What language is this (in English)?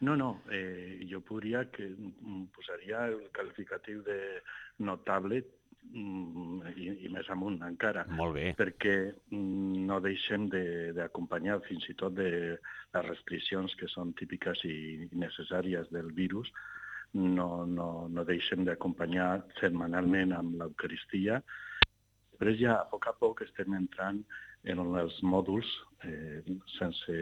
Catalan